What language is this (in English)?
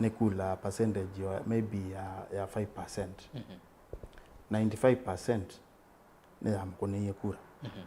Kamba